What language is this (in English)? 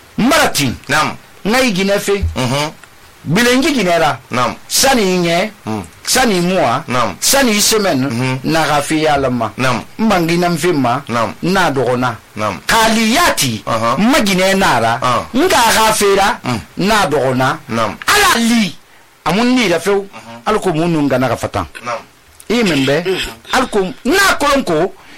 Susu